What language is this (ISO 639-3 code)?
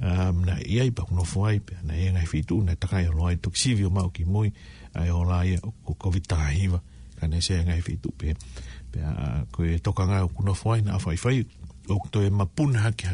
ton